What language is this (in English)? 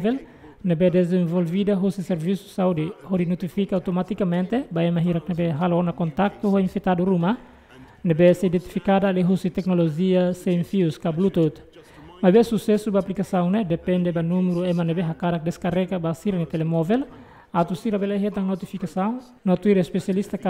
Tetum